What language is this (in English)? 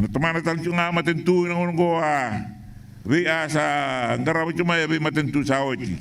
Fijian